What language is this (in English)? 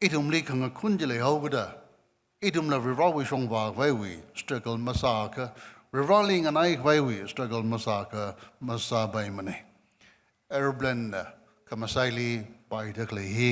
Tangkhul Naga (India)